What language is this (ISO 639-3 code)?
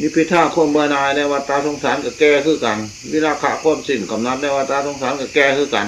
tts